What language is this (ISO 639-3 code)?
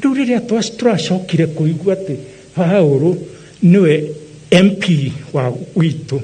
kik